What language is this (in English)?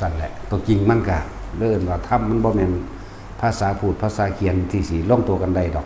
Lao